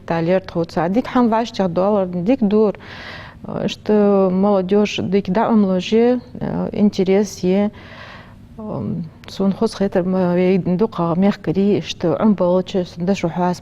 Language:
Ingush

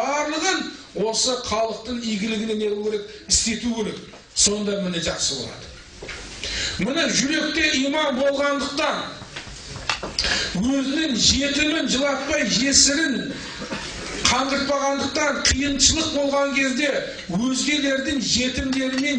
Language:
Kazakh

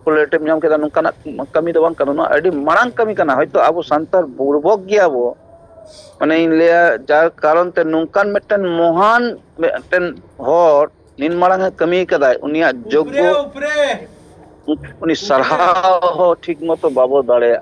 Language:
Santali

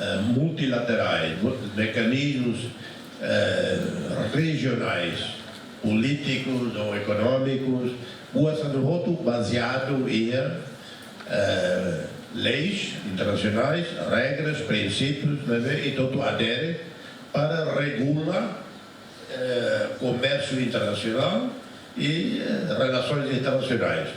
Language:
Tetum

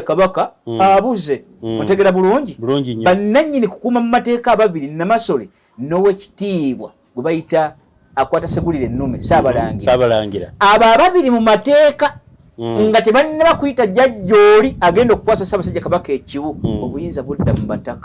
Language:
Ganda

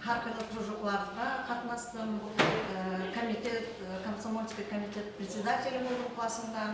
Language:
Kara-Kalpak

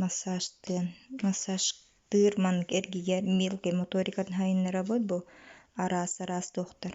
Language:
Yakut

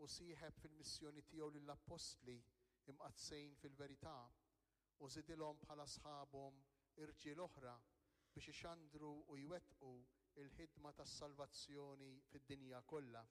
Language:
Maltese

